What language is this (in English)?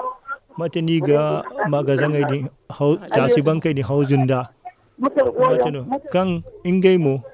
Zarma